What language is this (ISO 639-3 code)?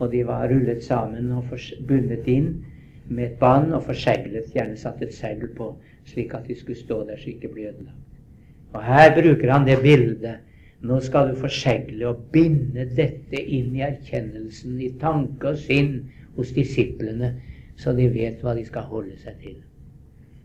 nor